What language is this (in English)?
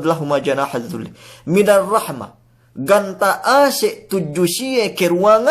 Yakan